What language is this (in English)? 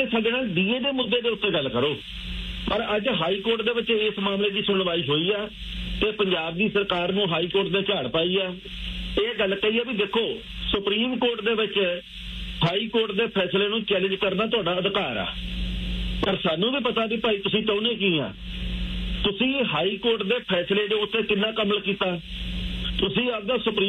Punjabi